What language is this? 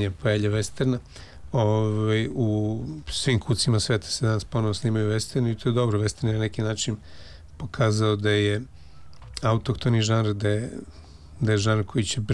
Serbian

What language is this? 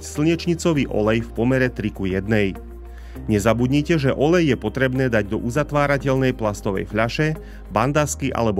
Slovak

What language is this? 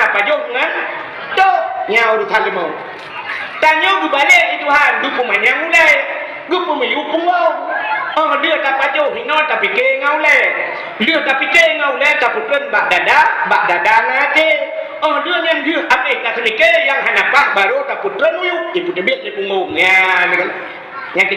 Achinese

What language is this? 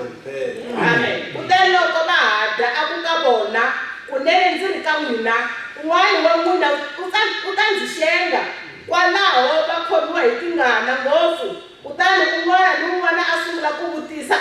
Tsonga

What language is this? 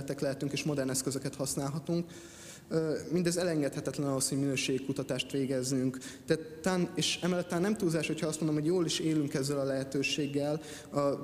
Hungarian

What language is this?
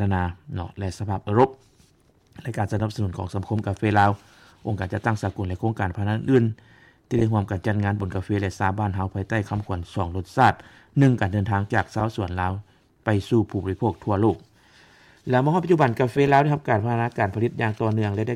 Lao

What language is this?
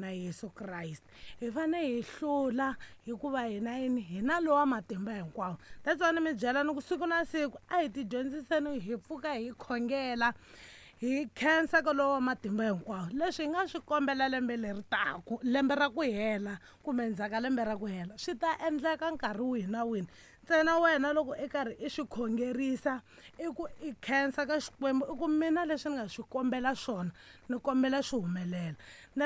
Tsonga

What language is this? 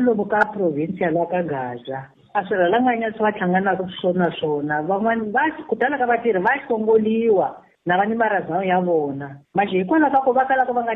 Tsonga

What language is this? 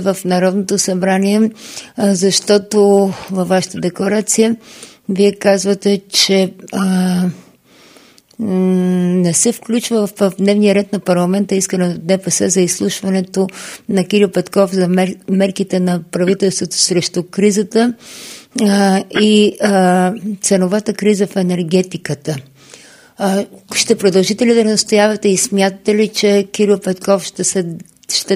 Bulgarian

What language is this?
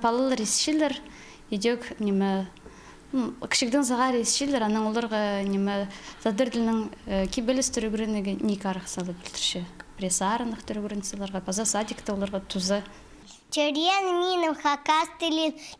Khakas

